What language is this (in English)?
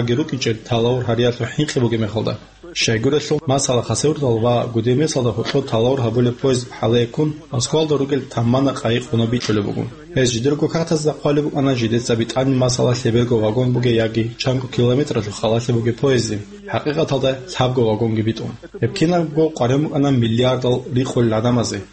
Avaric